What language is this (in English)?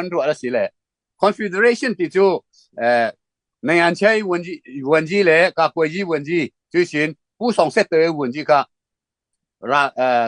Falam Chin